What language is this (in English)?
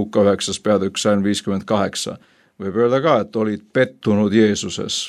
Estonian